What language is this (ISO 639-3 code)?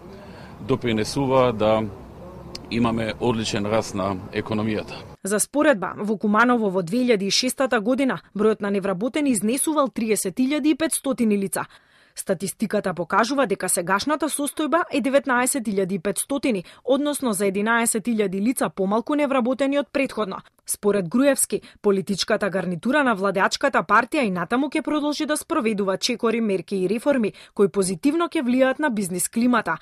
mkd